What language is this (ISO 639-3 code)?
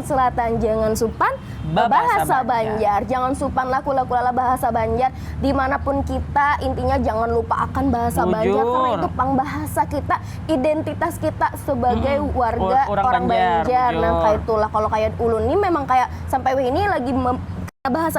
bjn